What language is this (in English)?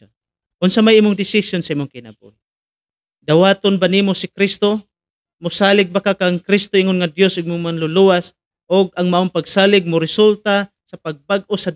Cebuano